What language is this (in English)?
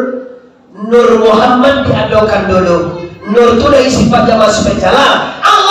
Minangkabau